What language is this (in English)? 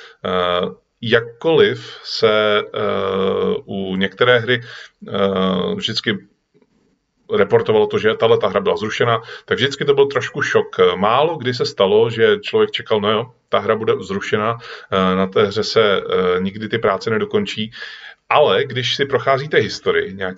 Czech